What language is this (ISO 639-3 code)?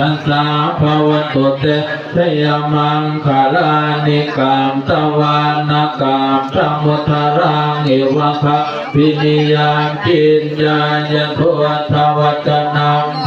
pli